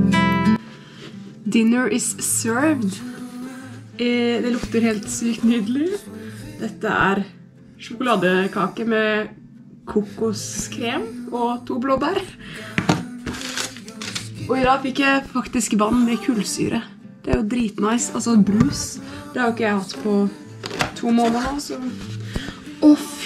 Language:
Norwegian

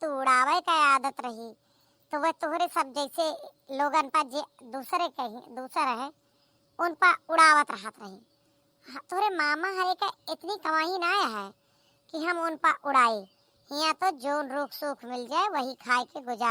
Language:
Awadhi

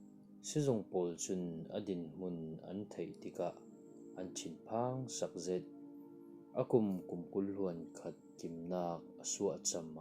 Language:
Falam Chin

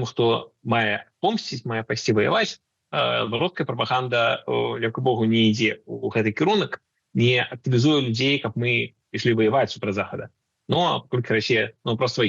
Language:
Belarusian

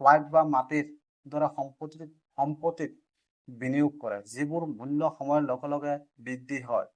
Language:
Assamese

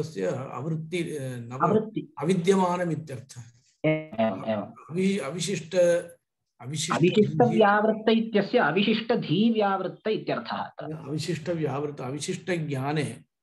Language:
Sanskrit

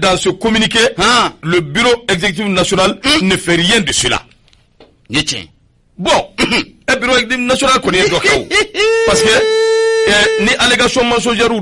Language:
Bambara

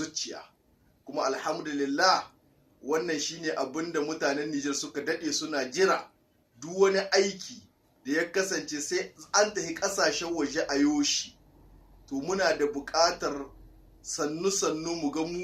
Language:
Hausa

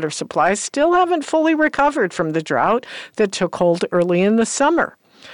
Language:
English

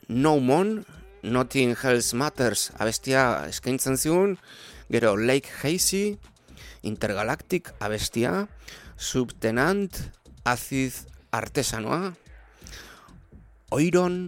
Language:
Basque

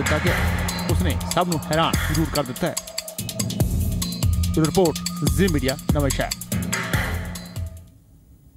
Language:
Punjabi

